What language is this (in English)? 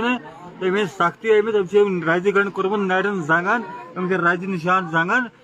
Kashmiri